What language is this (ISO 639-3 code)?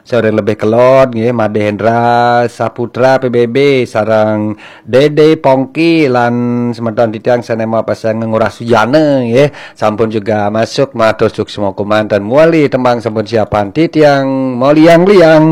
ban